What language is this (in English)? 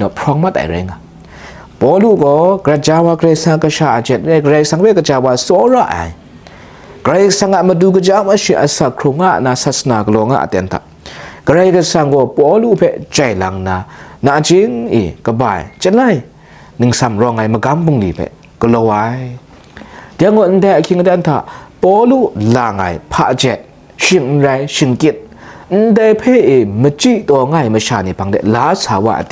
Kachin